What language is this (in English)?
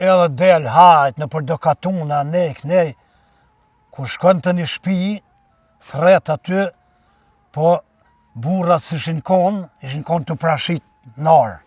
Albanian